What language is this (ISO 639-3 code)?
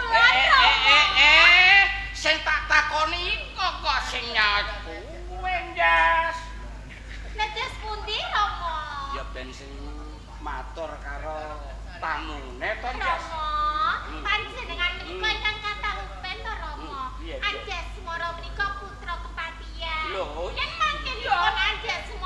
jav